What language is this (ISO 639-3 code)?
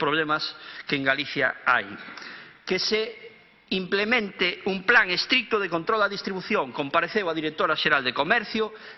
glg